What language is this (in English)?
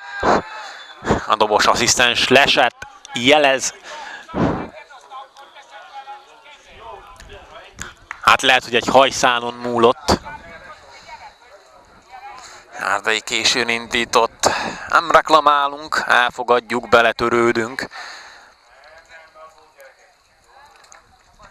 Hungarian